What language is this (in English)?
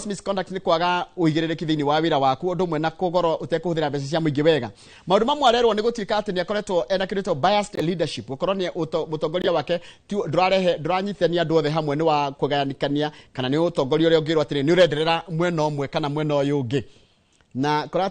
Kikuyu